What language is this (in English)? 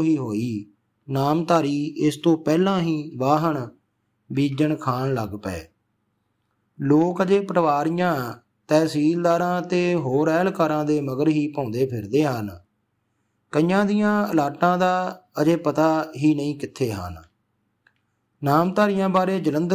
Punjabi